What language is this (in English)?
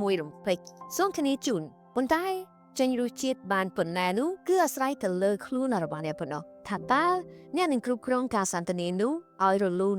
Khmer